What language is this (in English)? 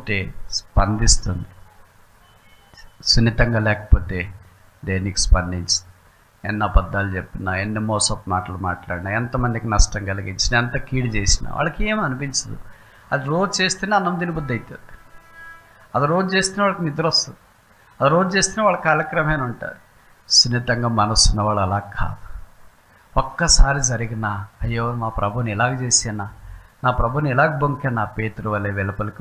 Telugu